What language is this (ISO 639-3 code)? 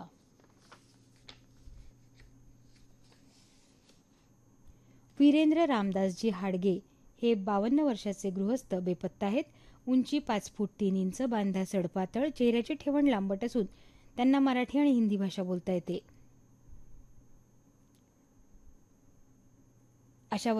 mar